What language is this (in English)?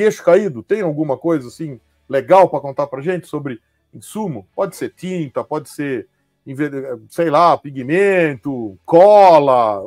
Portuguese